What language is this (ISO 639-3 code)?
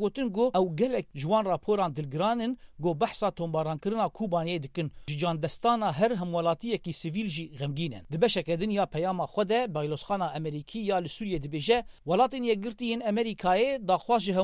kur